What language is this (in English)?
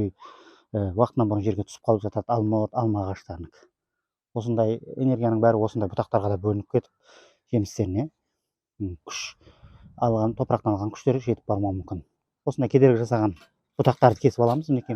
Kazakh